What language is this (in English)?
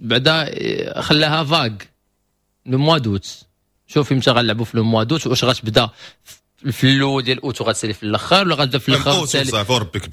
Moroccan Arabic